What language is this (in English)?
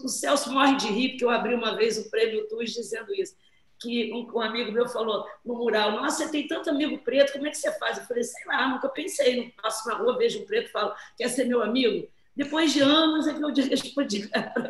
Portuguese